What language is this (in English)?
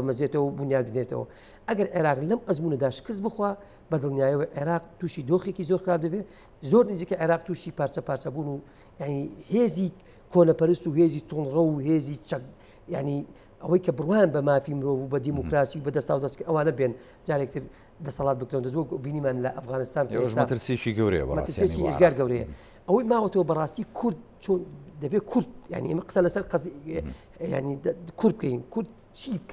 Central Kurdish